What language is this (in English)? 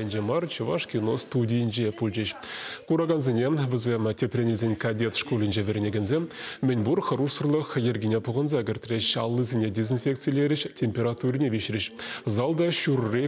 Chuvash